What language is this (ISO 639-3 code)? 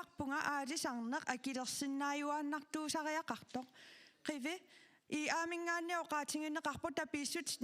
kal